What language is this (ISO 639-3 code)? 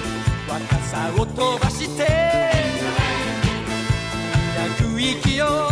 jpn